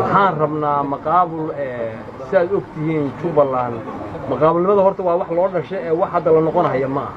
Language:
Somali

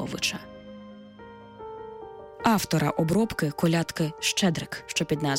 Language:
Ukrainian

